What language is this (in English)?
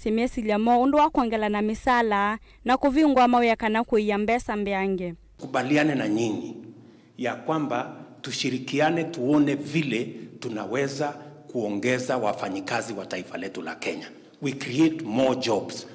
Kamba